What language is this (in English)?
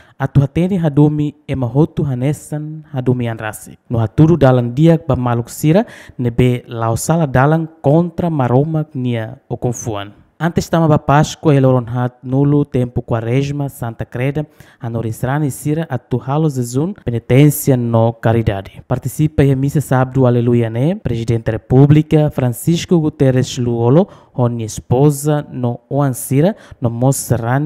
Tetum